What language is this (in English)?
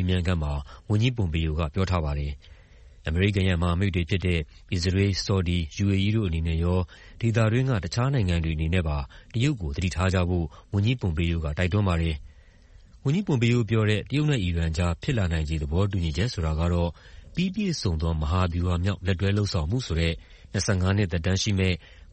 Burmese